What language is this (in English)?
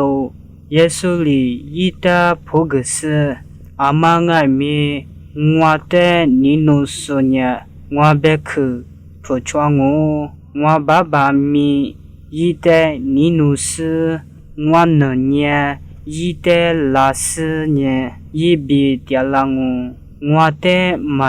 Lisu